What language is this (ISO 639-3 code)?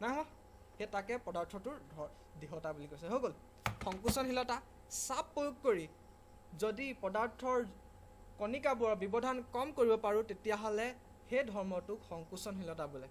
asm